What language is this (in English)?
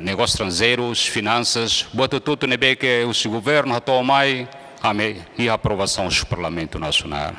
Tetum